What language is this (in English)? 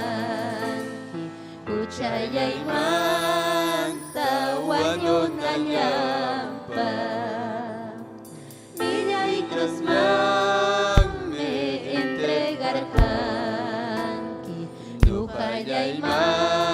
Ayacucho Quechua